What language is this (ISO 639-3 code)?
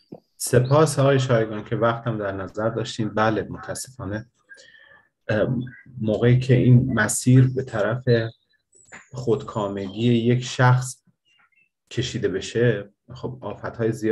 fas